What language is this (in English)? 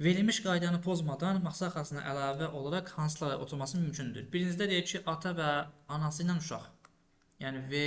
Azerbaijani